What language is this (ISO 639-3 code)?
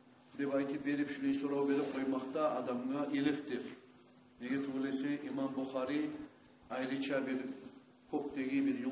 kum